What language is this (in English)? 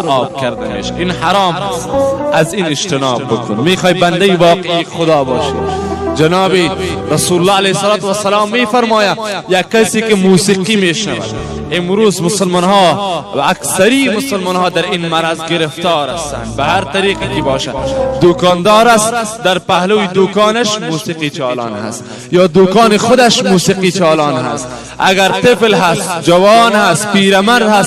Persian